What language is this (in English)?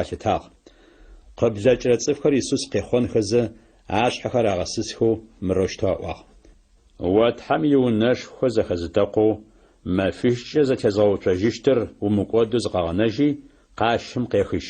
Adyghe